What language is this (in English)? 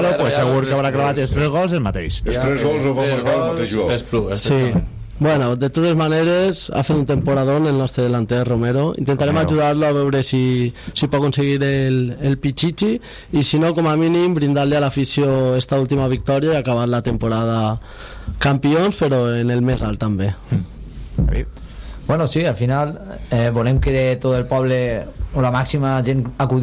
Catalan